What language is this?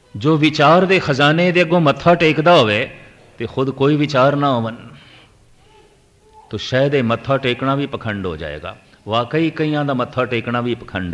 Punjabi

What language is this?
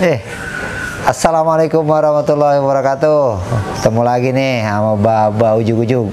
Betawi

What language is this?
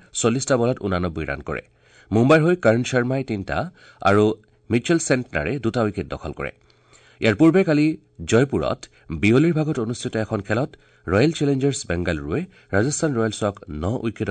Assamese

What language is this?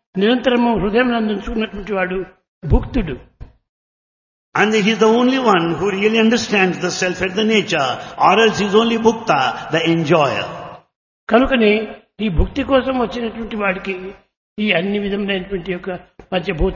Telugu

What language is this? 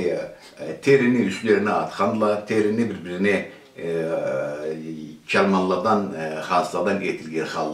Karachay-Balkar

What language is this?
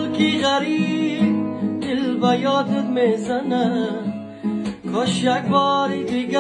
Tajik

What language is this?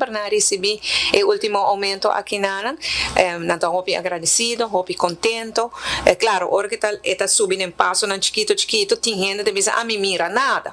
Papiamento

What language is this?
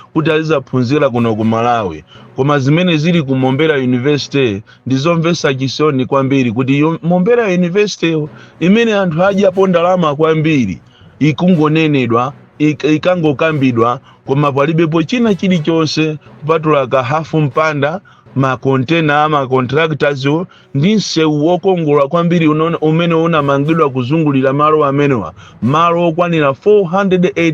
Nyanja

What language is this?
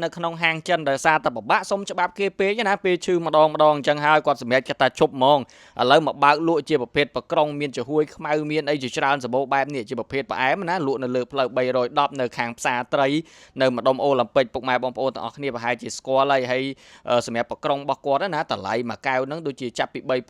Khmer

